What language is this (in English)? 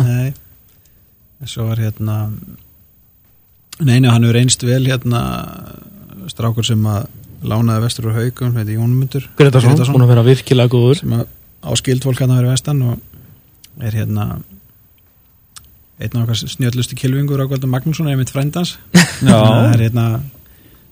Icelandic